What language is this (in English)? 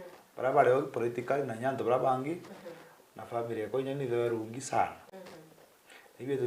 Meru